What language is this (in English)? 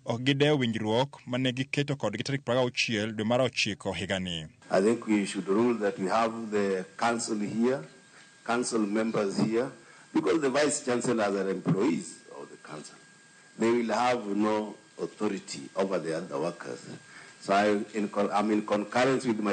Luo (Kenya and Tanzania)